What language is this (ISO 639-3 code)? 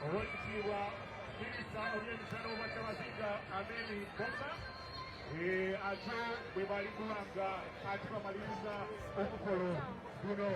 xog